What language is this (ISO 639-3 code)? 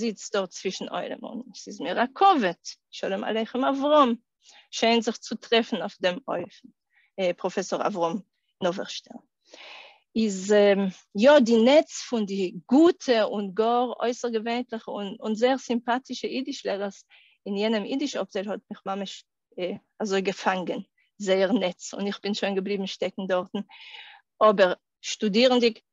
yid